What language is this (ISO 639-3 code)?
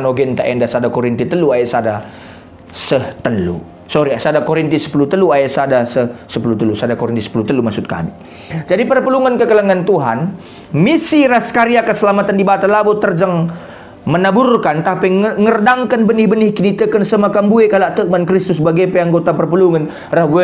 btx